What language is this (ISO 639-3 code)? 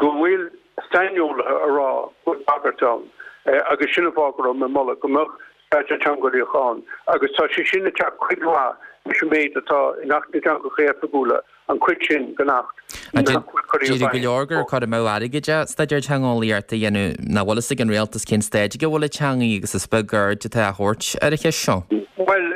gle